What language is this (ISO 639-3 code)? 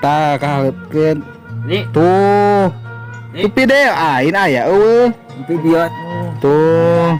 sun